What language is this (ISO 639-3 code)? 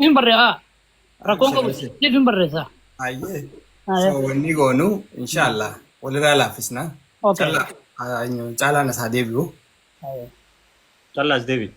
orm